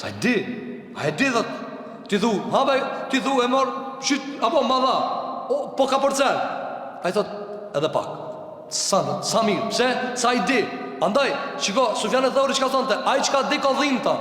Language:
Albanian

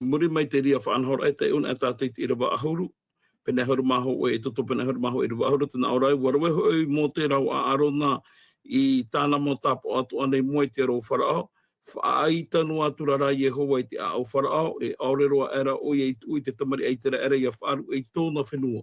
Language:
Tahitian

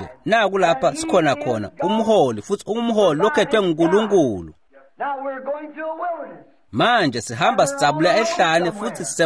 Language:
Swati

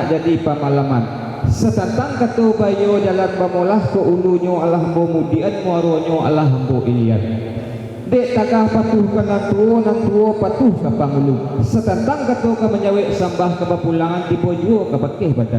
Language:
Minangkabau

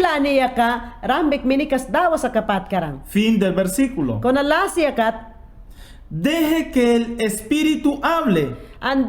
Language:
Mayangna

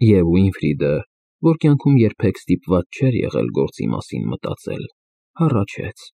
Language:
Armenian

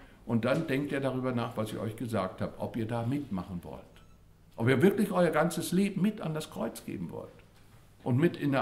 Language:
German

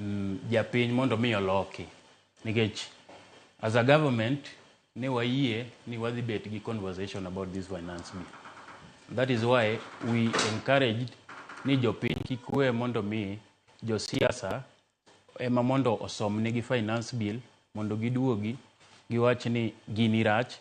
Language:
Luo (Kenya and Tanzania)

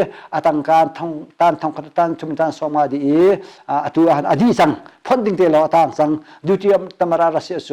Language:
Hakha Chin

